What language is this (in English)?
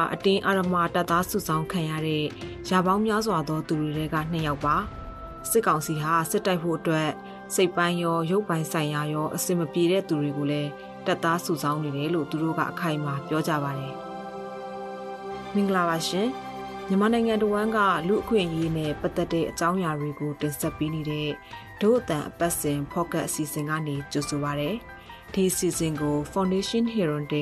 Burmese